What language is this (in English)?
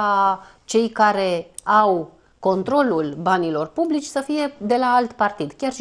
Romanian